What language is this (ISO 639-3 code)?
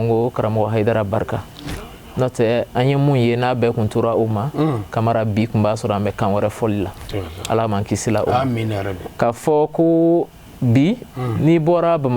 bam